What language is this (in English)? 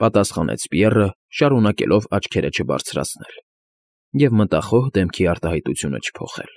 Armenian